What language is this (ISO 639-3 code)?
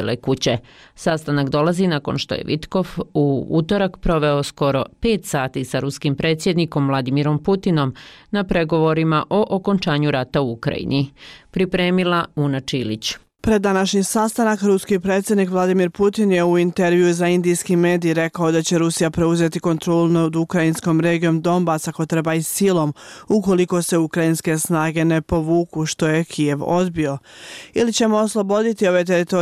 bos